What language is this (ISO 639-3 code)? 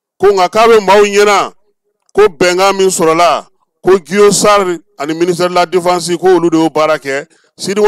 bam